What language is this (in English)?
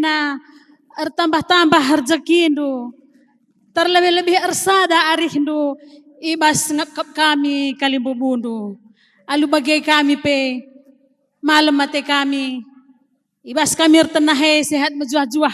Batak Karo